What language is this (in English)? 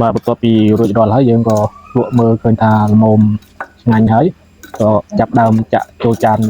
Khmer